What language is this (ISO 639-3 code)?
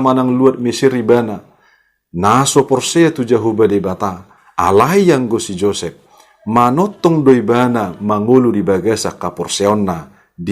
bbc